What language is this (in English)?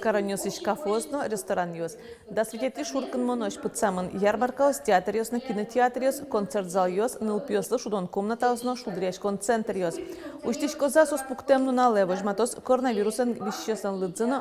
Udmurt